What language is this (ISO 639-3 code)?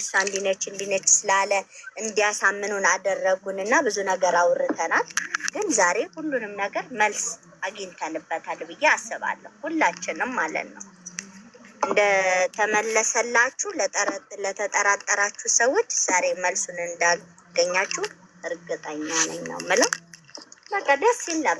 amh